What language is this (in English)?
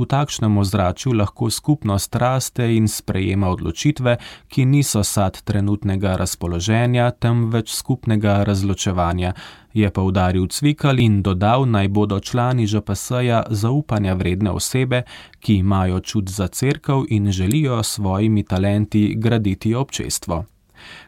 Slovenian